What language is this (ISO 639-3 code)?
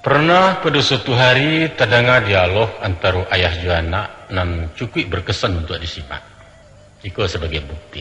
min